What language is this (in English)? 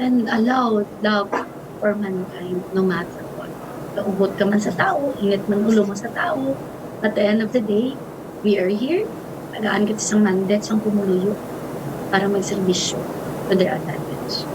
Hiligaynon